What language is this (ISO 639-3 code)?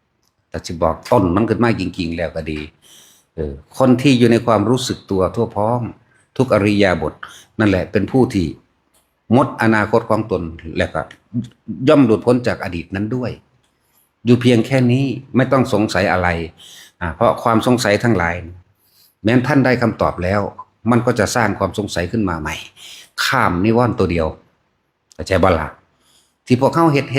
tts